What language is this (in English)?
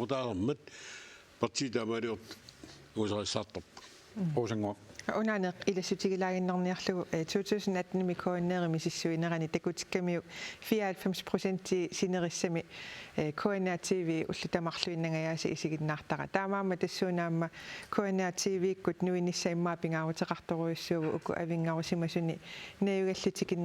Kalaallisut